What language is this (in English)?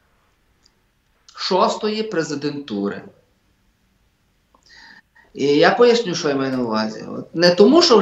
Ukrainian